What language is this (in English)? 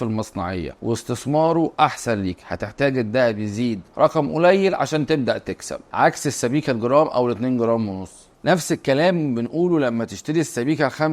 Egyptian Arabic